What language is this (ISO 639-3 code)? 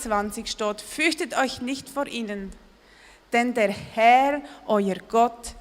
gsw